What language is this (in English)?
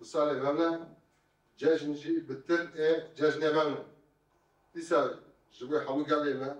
Kurdish